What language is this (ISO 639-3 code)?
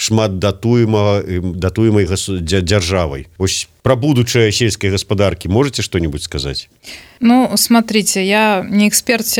bel